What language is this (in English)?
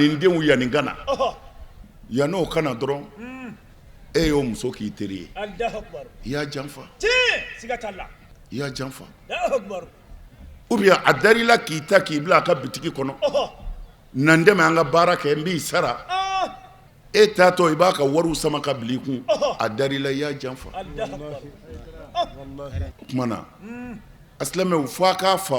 Bambara